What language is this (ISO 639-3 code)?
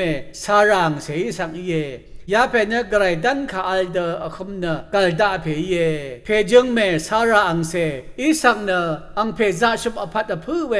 raw